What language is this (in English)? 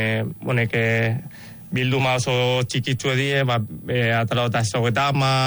Basque